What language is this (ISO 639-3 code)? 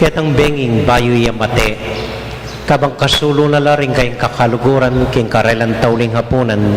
pam